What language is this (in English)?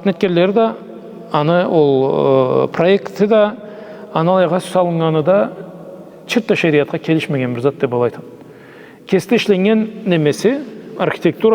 Karachay-Balkar